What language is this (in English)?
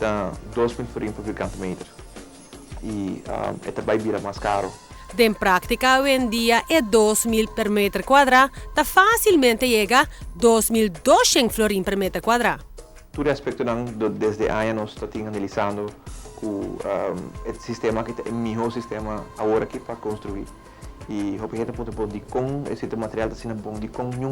Papiamento